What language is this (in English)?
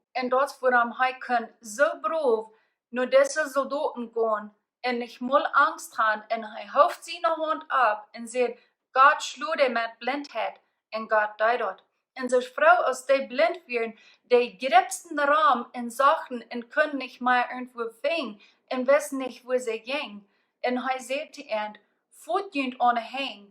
Plautdietsch